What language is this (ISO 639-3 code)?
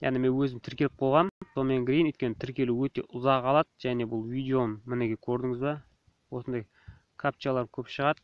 kaz